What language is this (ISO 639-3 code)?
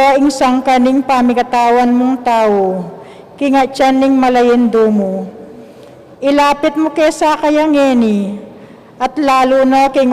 pam